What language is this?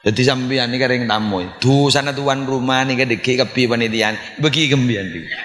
Madurese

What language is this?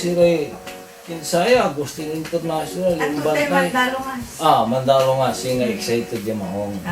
Pangasinan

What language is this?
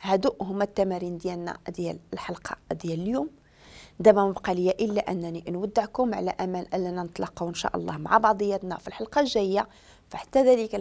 Moroccan Arabic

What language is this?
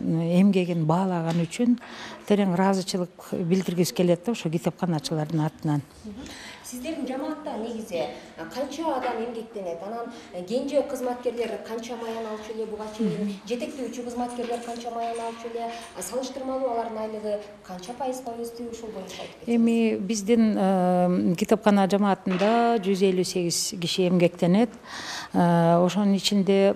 Kyrgyz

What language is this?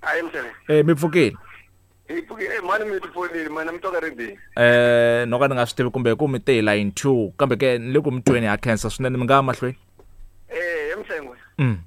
Tsonga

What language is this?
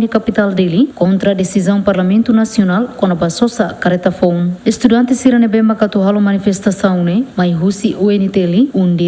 Tetum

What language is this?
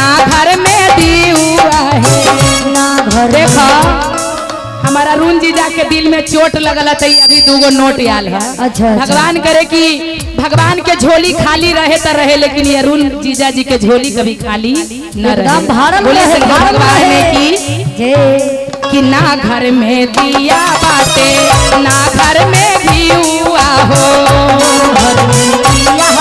Magahi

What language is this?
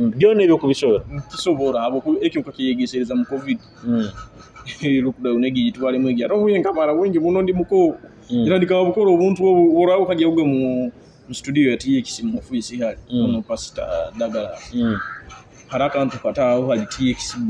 Nyoro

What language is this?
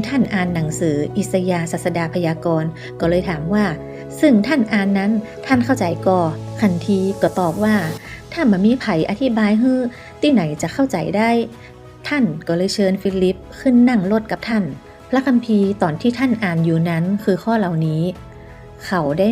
Northern Thai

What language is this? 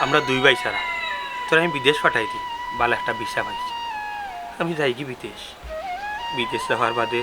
Sylheti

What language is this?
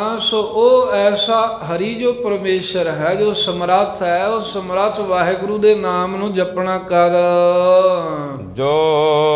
Punjabi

